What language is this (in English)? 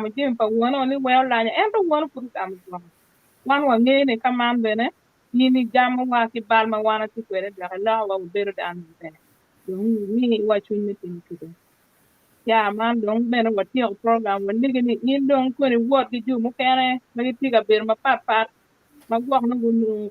Acoli